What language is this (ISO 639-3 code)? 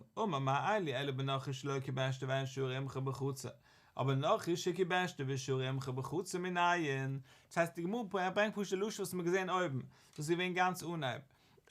yid